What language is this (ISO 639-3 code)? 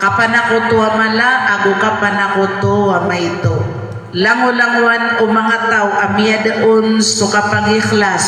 mrw